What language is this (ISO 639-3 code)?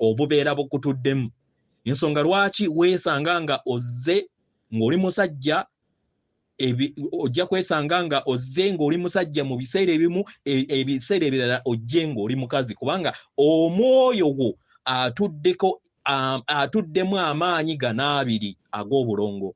lug